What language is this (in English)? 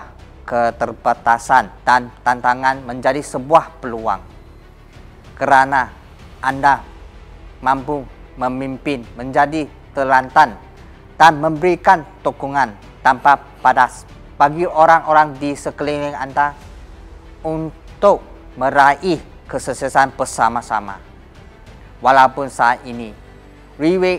Indonesian